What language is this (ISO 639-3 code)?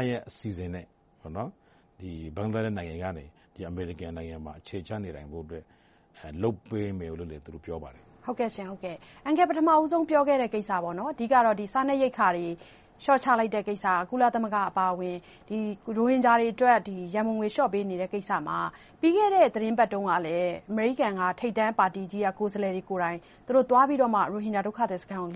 mya